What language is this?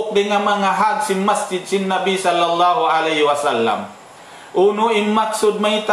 Tausug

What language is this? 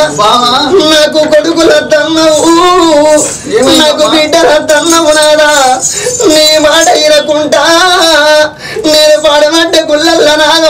Telugu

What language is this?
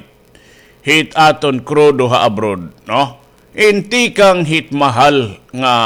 Waray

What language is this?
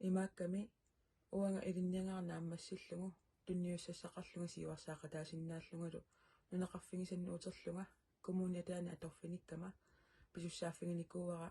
Kalaallisut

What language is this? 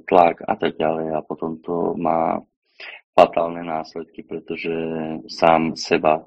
Slovak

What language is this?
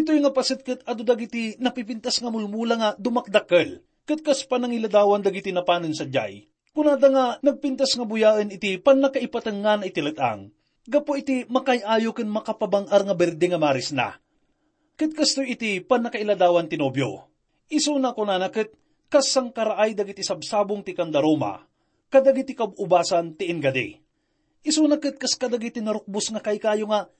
Iloko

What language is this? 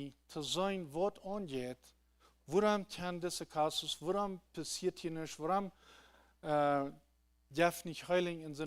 Plautdietsch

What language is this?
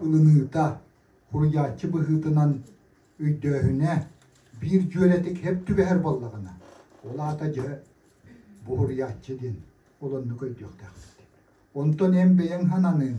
Yakut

